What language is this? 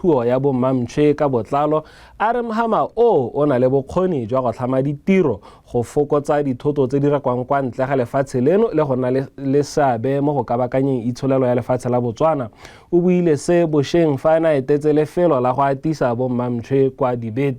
Tswana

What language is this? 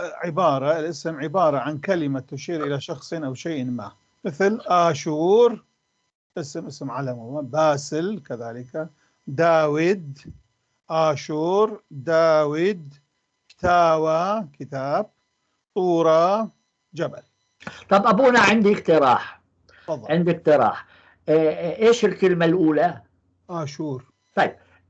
North Levantine Arabic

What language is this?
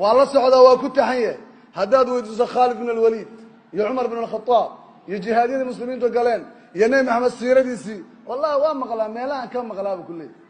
Somali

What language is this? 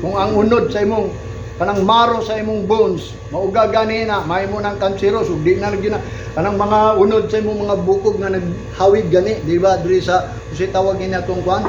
Cebuano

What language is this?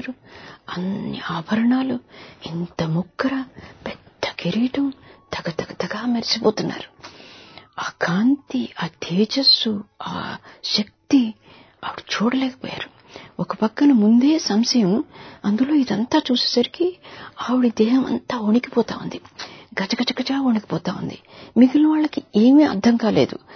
Telugu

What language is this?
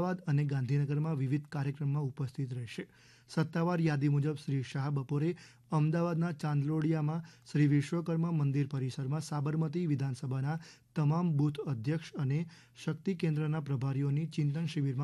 Gujarati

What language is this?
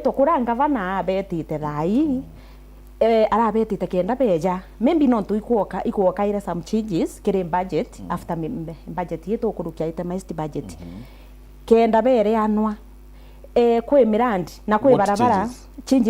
Meru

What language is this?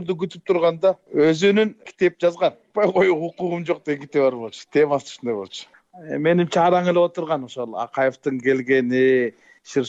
Kyrgyz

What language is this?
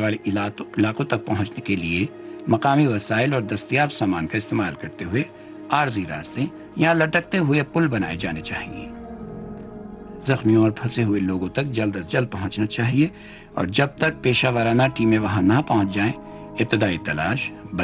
Urdu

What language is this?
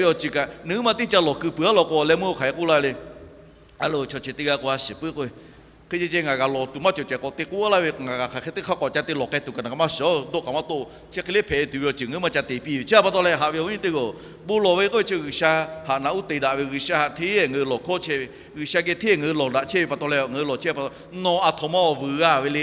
Lahu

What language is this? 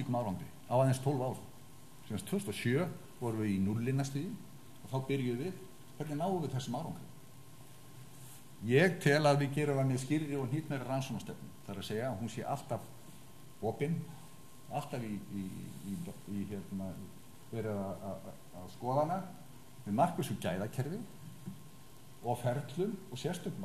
Icelandic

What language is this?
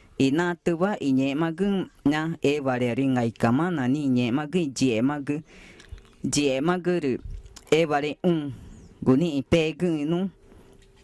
Ticuna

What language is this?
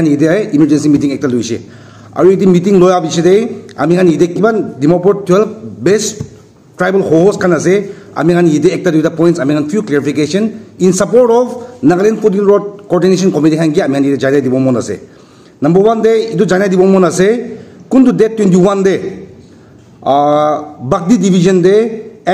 Naga Pidgin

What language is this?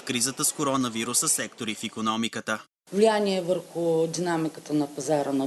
Bulgarian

